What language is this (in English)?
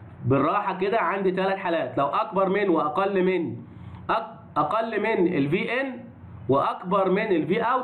Egyptian Arabic